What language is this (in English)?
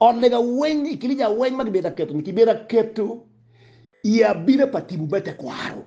Acoli